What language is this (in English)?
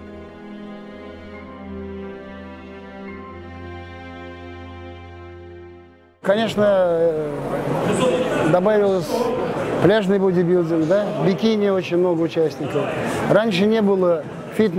Russian